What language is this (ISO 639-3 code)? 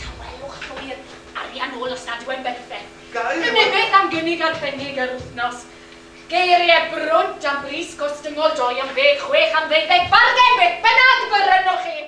cym